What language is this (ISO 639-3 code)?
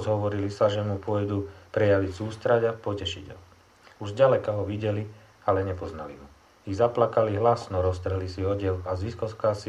slk